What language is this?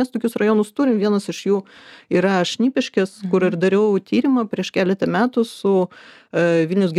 Lithuanian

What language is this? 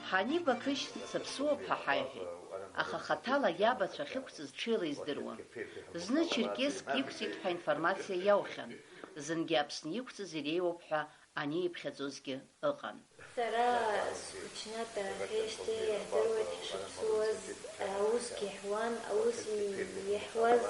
Abkhazian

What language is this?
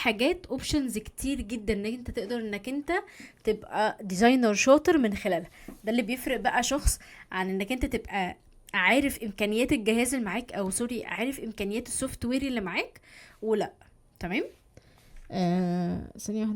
Egyptian Arabic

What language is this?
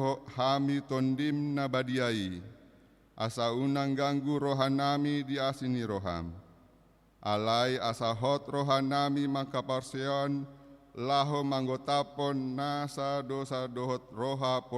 Batak Toba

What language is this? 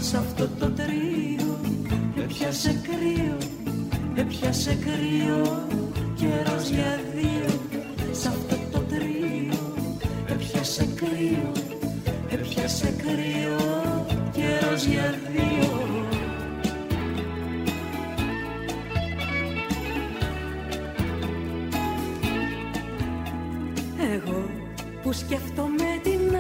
Greek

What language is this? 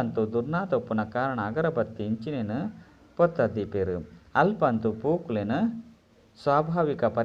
Tulu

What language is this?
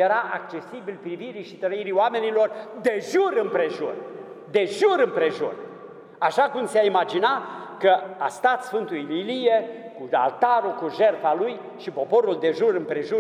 Romanian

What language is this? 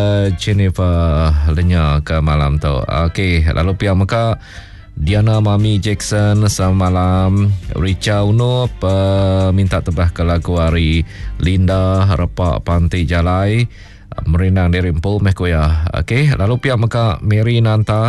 Iban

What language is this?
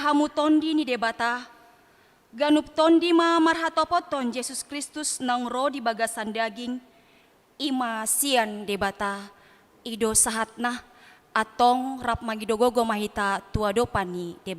Batak Toba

